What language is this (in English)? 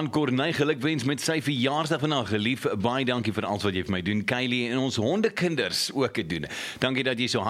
Afrikaans